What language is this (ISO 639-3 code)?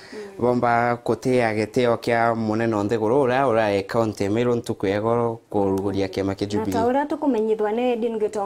mer